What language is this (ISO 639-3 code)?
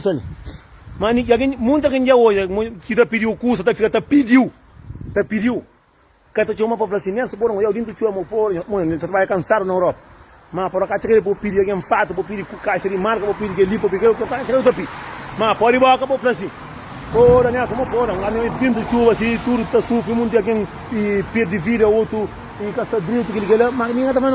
kea